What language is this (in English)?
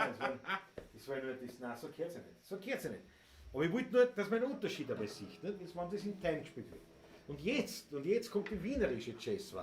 Bavarian